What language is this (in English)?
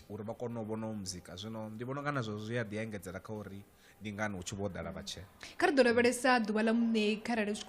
Venda